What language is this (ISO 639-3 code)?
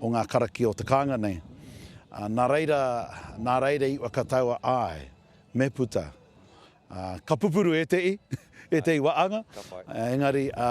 mri